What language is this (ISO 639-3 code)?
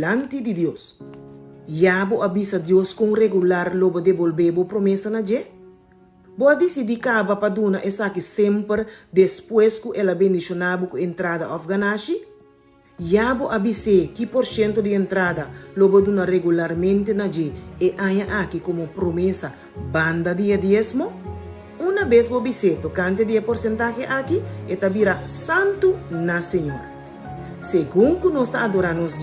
pap